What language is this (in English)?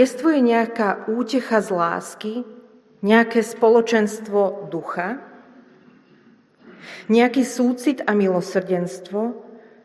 Slovak